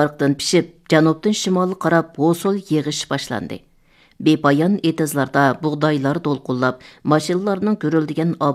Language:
Uyghur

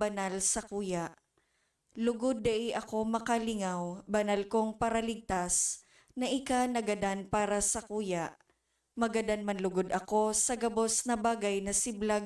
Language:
Bikol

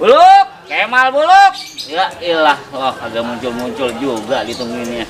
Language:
Betawi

